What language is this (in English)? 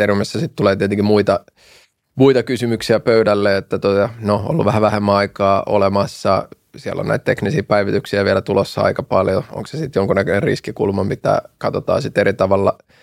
Finnish